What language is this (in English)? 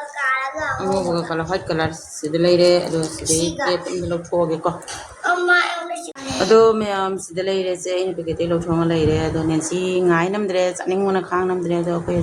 Manipuri